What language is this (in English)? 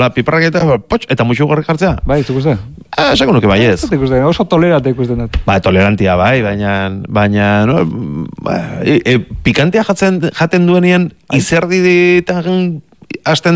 Basque